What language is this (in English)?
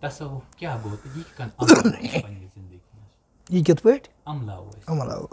Kashmiri